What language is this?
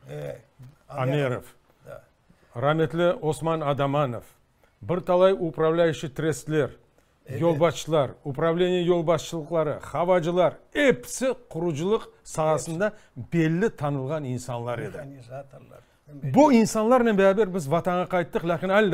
Crimean Tatar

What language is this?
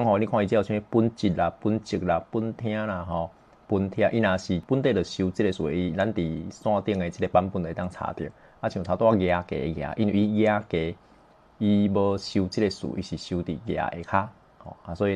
Min Nan Chinese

